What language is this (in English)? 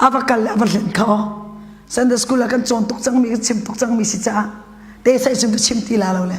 Hakha Chin